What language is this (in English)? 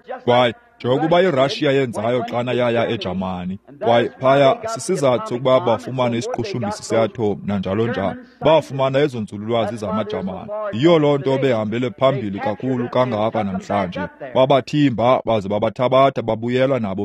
Xhosa